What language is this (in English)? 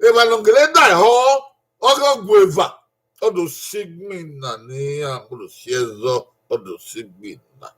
Bini